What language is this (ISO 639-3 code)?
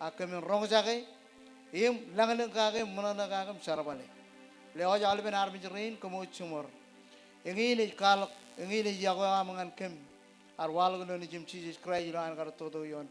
mah